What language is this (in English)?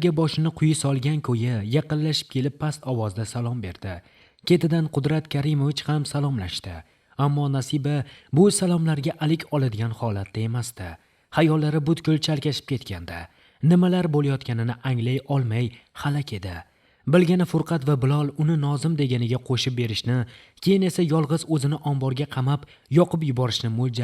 Uzbek